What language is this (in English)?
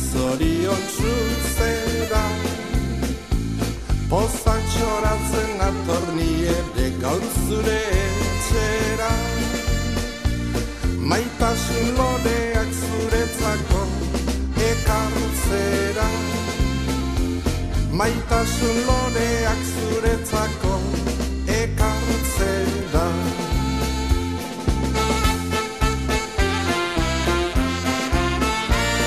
Basque